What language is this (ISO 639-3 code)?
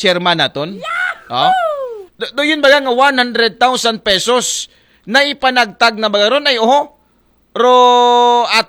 akl